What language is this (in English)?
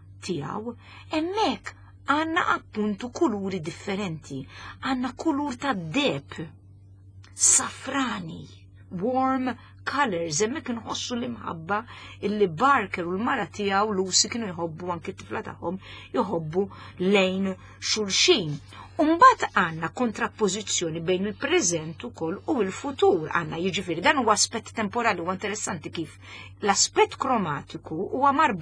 Maltese